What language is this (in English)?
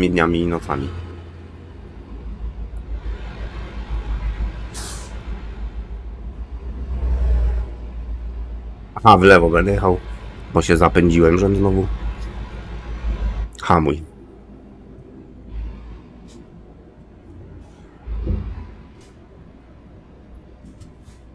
Polish